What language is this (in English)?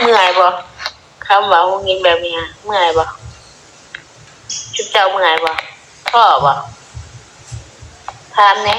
Northeastern Thai